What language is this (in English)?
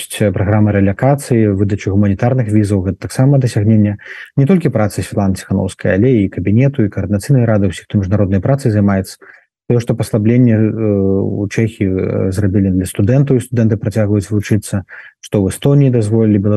Belarusian